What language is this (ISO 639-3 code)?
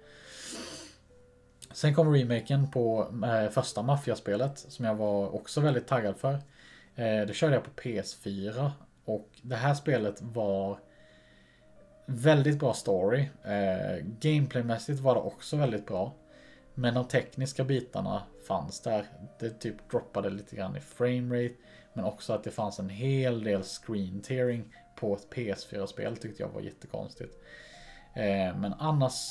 swe